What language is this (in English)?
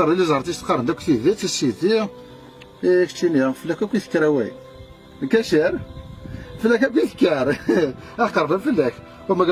Kabyle